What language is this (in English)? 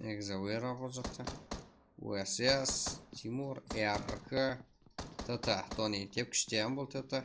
Kara-Kalpak